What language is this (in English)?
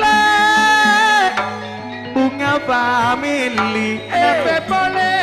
Madurese